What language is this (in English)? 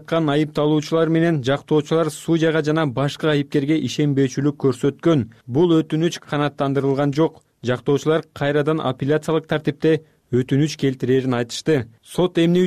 Kyrgyz